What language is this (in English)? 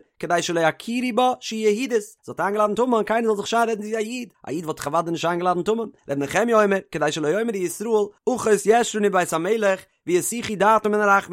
Yiddish